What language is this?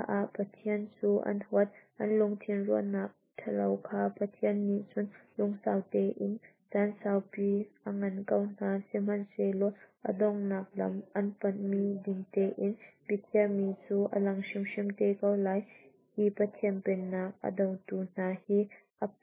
Hakha Chin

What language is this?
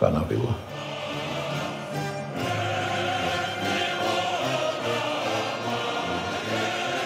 Finnish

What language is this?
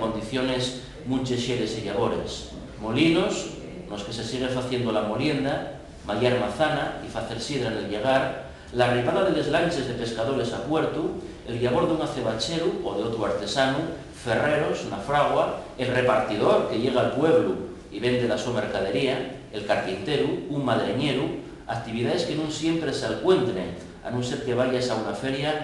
Asturian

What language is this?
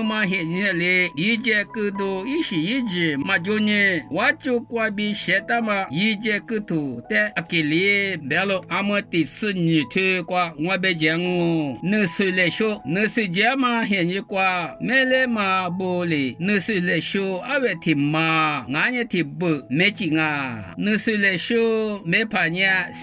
Lisu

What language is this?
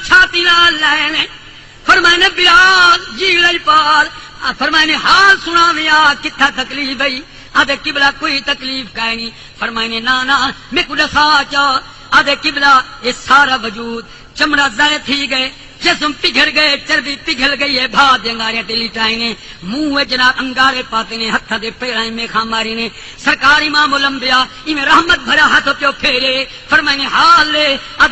Saraiki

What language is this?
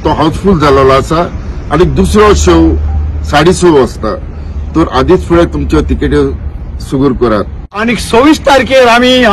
Konkani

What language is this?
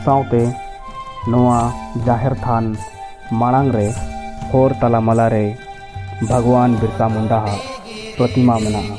Santali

